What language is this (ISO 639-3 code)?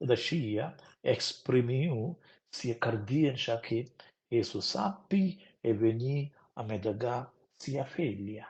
roh